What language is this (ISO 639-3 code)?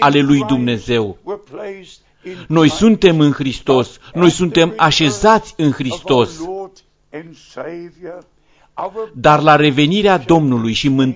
ron